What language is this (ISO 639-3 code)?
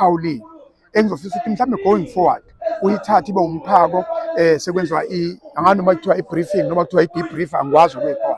zul